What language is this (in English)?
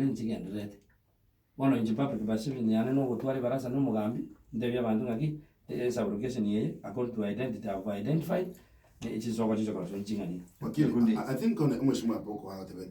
Gusii